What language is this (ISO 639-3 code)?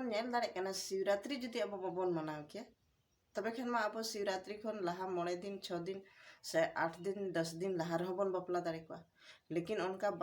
sat